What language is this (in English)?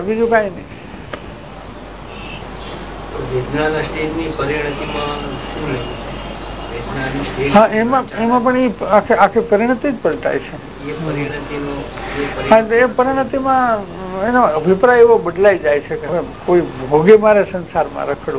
Gujarati